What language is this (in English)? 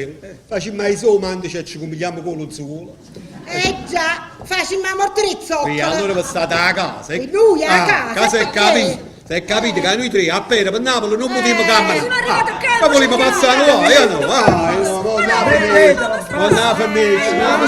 Neapolitan